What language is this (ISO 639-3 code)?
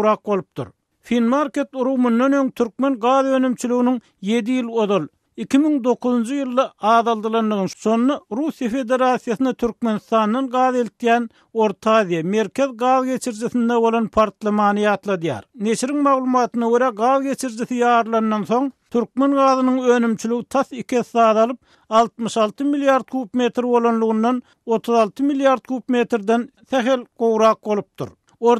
tuk